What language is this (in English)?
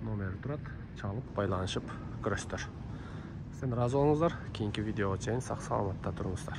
Kyrgyz